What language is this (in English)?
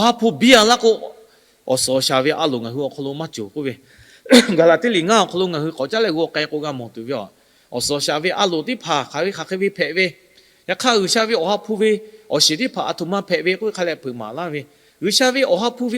Lahu